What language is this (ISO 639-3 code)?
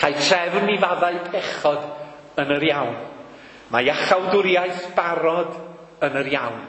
cym